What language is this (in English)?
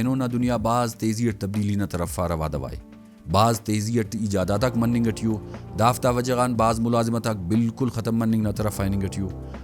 Brahui